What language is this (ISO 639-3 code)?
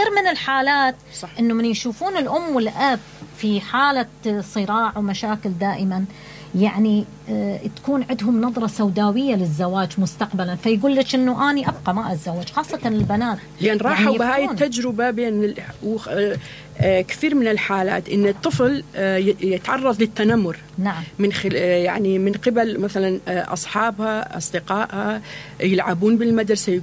acm